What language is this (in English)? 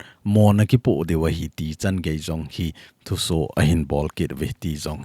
Thado Chin